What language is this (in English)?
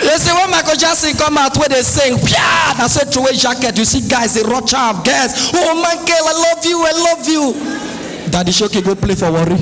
Nigerian Pidgin